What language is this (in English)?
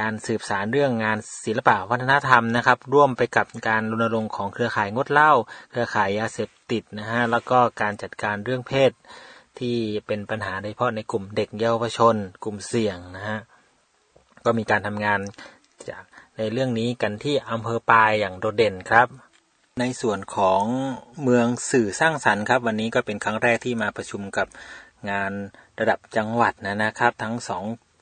Thai